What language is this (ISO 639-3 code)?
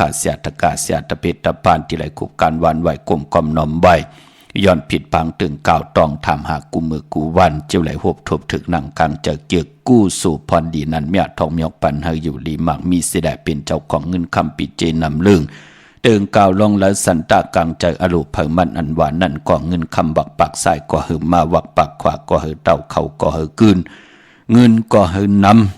shn